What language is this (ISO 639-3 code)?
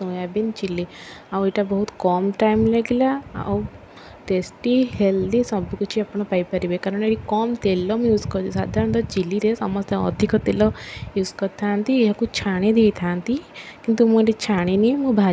ori